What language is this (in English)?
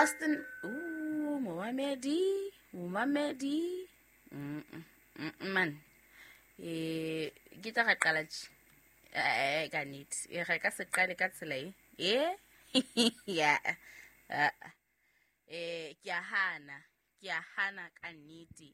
Southern Sotho